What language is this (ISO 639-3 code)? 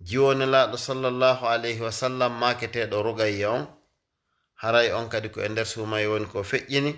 ful